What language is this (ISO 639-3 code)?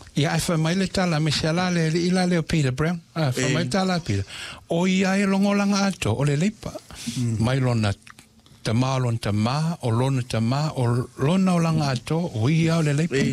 smo